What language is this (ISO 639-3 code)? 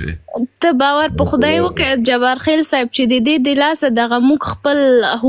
pus